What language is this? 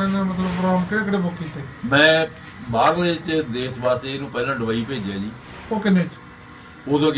Punjabi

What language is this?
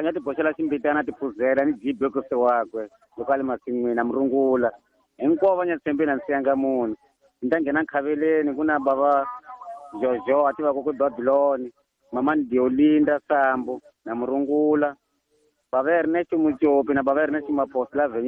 Tsonga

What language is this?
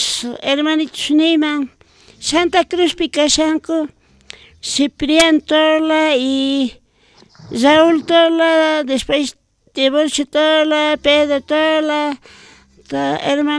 South Bolivian Quechua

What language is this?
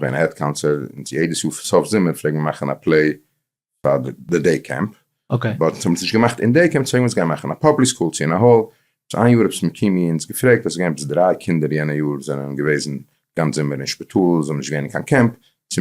Yiddish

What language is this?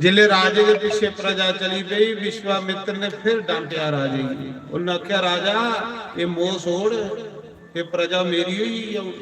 Dogri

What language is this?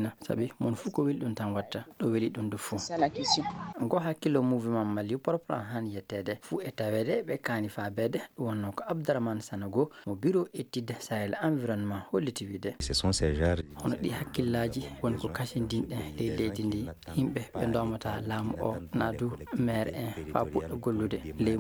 Fula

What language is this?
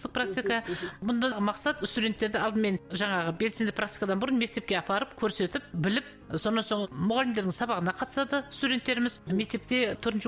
Kazakh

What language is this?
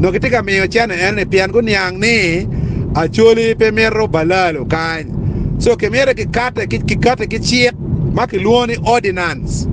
Acoli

